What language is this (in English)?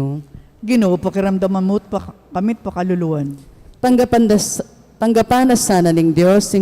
Pampanga